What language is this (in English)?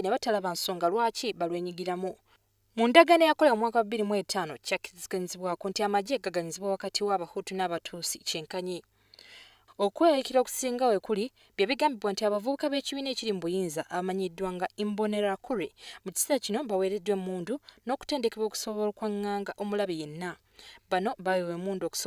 Ganda